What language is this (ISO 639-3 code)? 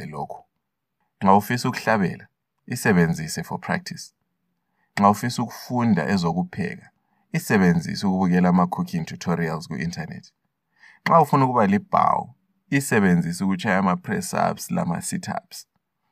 nde